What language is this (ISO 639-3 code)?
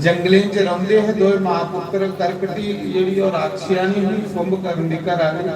doi